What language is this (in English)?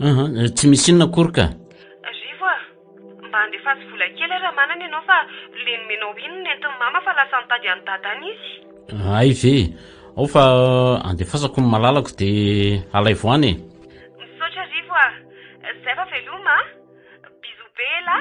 Malagasy